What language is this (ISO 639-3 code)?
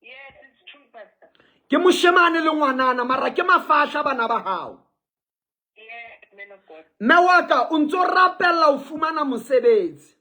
sot